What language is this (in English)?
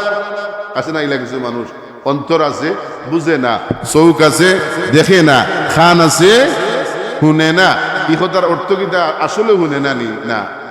Sylheti